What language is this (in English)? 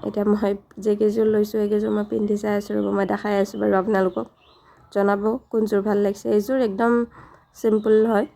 Assamese